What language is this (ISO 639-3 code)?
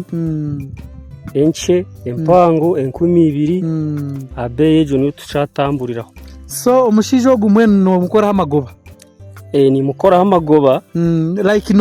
nyn